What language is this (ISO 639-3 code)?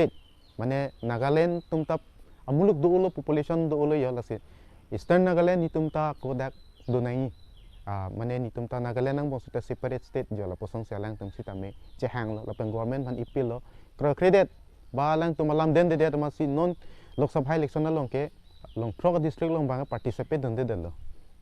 mjw